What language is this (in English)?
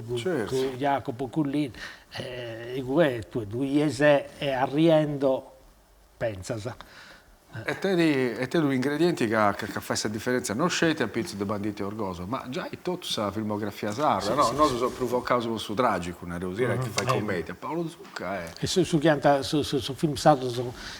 Sardinian